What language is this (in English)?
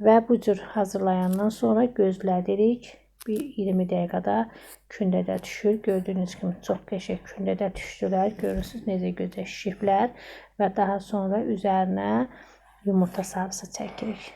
Azerbaijani